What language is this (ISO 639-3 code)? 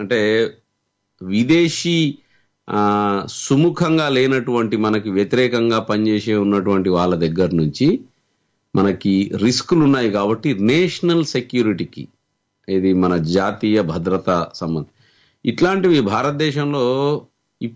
tel